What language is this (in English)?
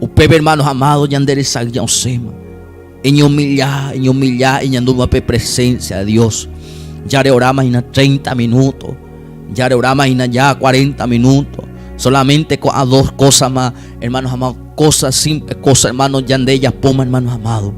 Guarani